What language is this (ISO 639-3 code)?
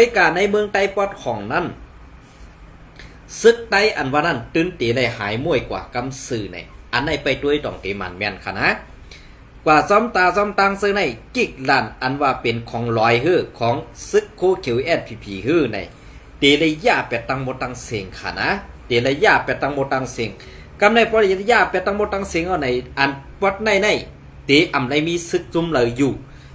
shn